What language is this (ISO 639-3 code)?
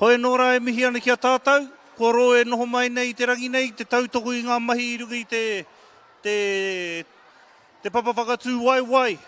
mri